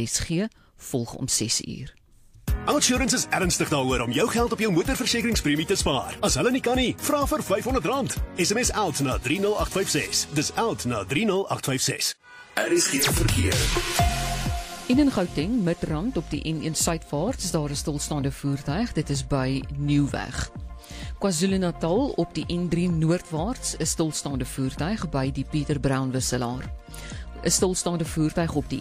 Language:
Afrikaans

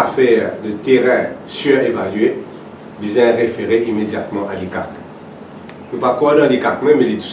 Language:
Morisyen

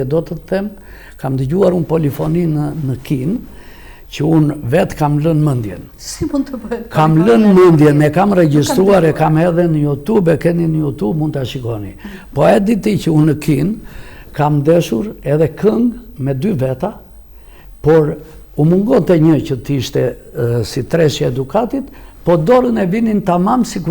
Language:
Albanian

